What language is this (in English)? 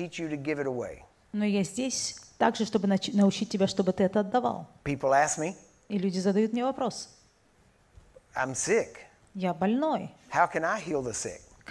Russian